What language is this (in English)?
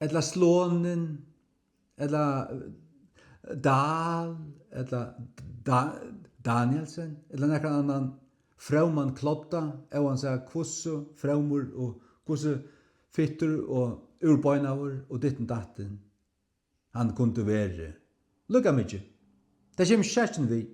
Faroese